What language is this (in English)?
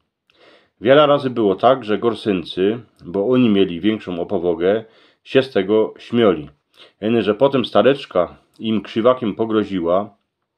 Silesian